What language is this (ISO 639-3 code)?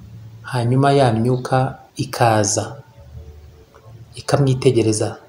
kin